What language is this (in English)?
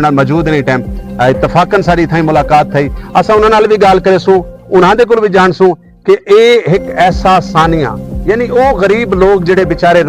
Saraiki